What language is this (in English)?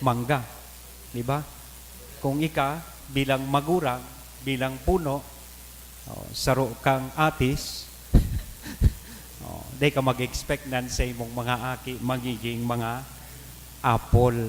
Bikol